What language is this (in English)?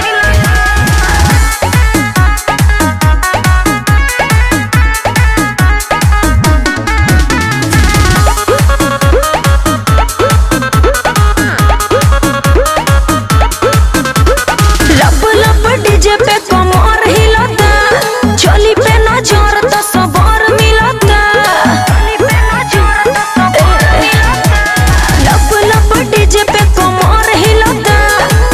Bhojpuri